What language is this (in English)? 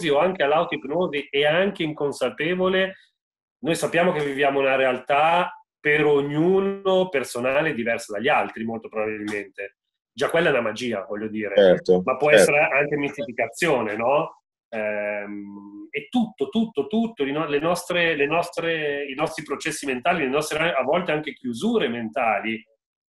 Italian